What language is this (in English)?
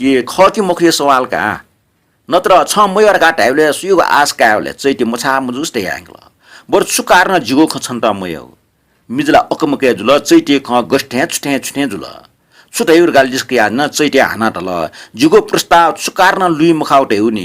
Newari